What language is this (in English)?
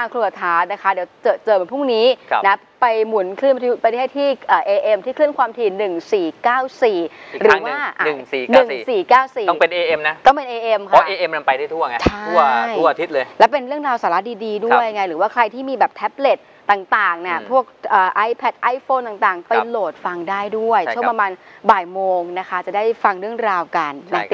Thai